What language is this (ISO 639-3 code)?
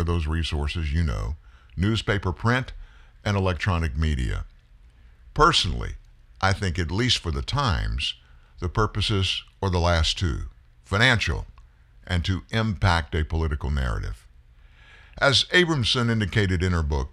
eng